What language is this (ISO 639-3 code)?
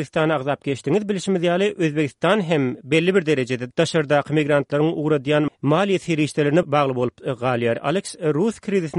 tuk